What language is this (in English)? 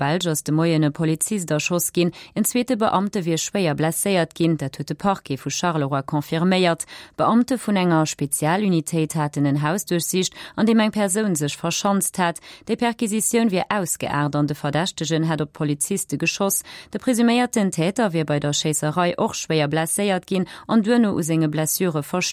Luxembourgish